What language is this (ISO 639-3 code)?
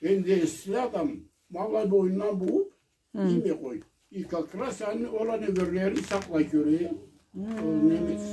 krc